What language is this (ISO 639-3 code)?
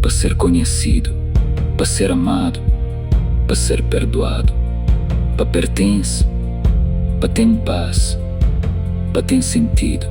kea